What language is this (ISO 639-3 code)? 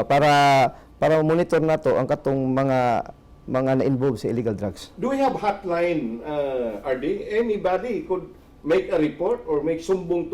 ceb